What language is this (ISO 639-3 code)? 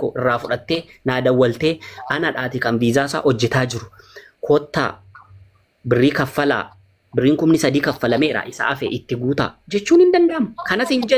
orm